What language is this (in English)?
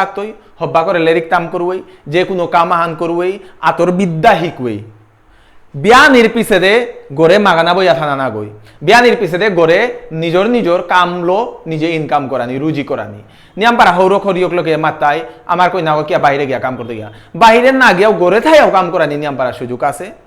Bishnupriya